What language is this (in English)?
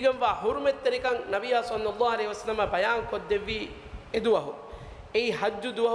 Divehi